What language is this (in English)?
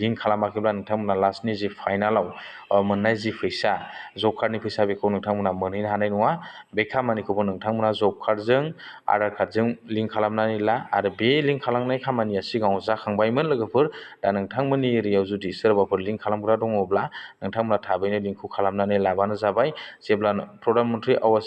Bodo